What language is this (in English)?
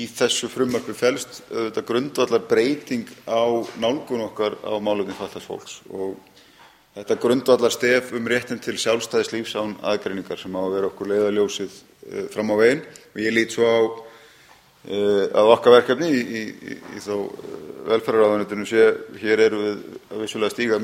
Icelandic